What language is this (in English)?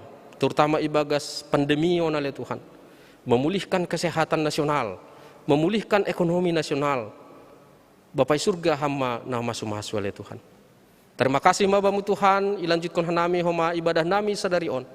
Batak Simalungun